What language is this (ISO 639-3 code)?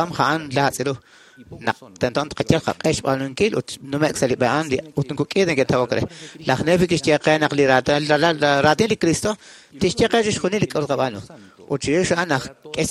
kek